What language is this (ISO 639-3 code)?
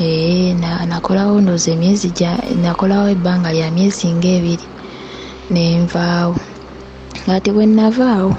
lug